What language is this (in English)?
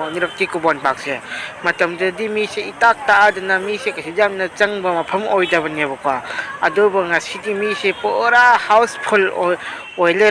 Manipuri